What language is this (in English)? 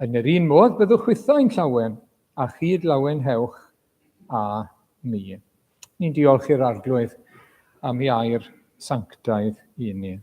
Welsh